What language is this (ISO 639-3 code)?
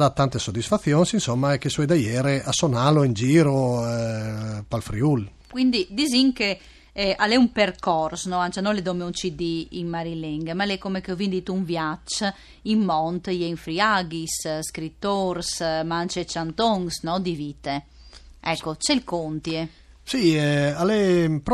fur